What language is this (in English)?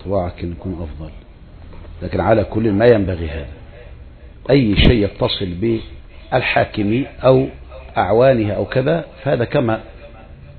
Arabic